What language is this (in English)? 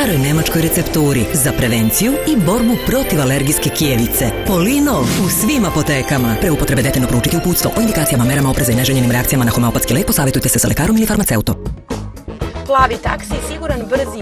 Serbian